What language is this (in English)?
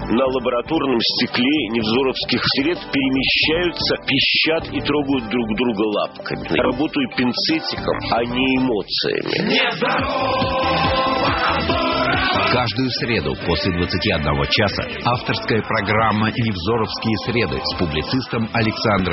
Russian